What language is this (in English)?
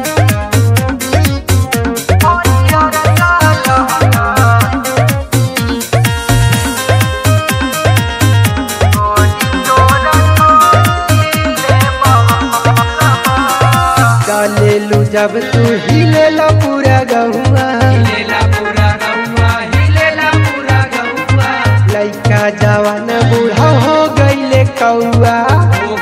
Bhojpuri